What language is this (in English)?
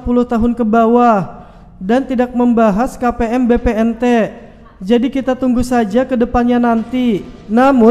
Indonesian